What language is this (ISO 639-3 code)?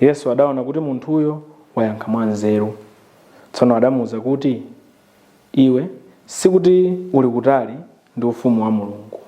nya